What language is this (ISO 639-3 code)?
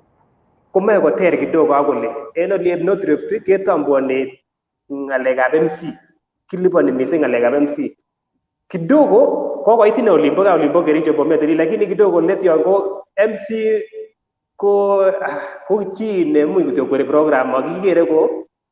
kln